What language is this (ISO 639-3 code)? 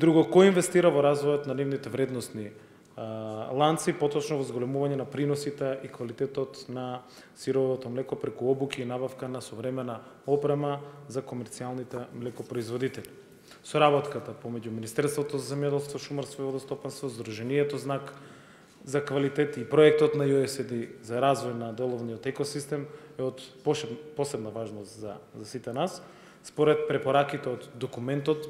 mkd